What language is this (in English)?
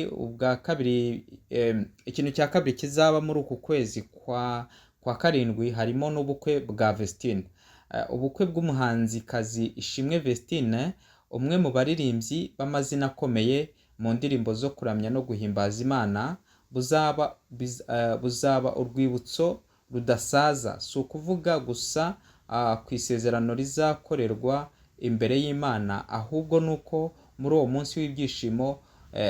Kinyarwanda